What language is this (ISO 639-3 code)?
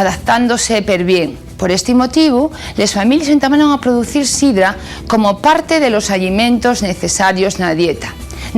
ast